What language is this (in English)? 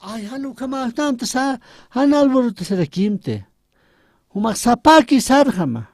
Aymara